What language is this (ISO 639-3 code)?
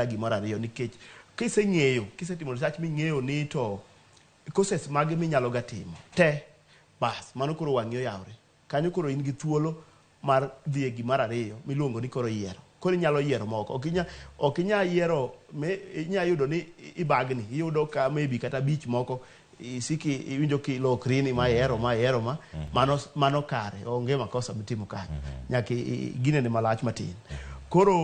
luo